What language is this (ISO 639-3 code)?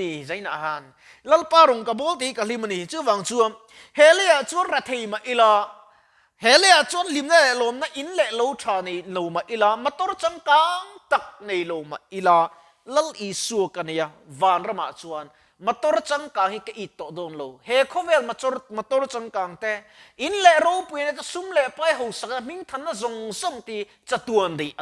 lus